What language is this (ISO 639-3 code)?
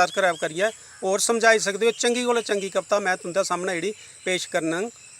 doi